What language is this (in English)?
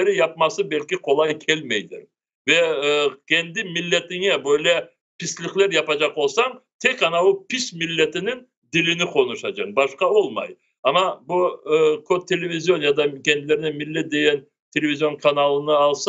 Crimean Tatar